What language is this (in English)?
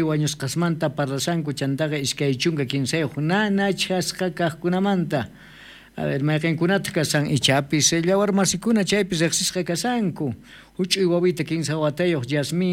South Bolivian Quechua